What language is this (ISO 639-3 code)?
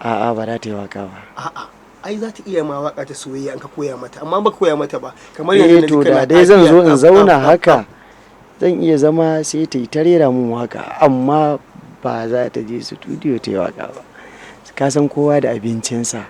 hau